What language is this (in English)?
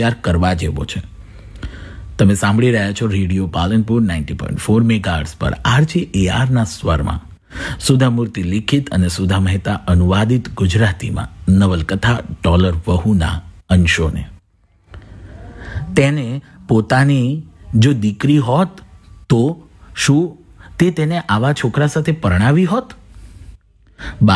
Gujarati